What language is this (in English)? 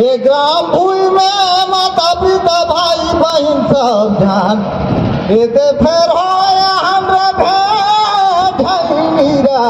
Surgujia